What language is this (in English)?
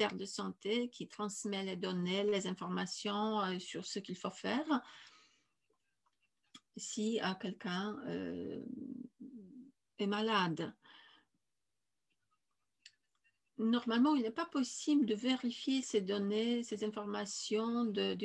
French